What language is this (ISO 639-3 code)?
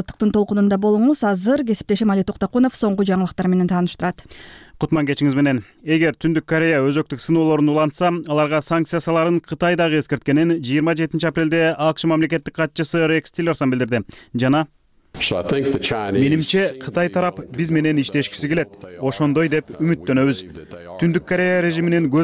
kir